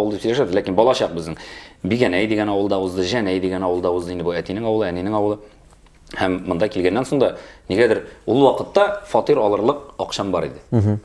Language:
Tatar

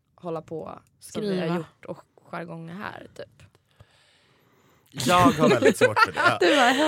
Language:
Swedish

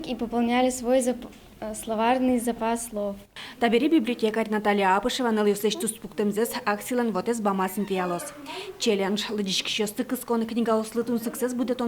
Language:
Udmurt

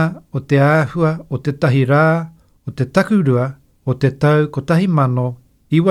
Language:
Māori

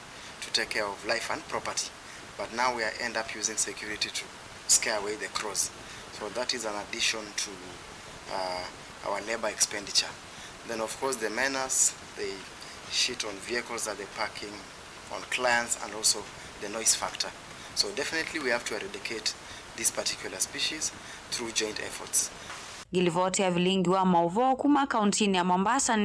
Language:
Kamba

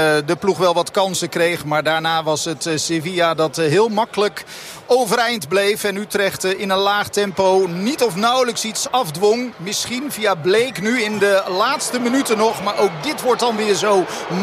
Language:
Dutch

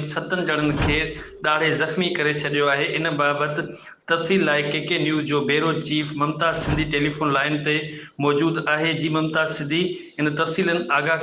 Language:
Sindhi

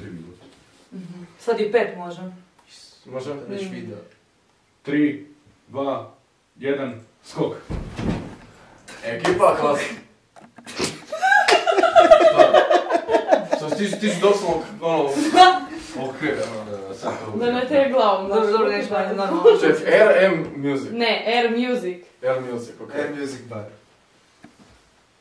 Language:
Croatian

